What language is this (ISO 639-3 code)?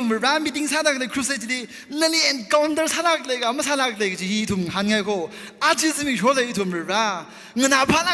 nmf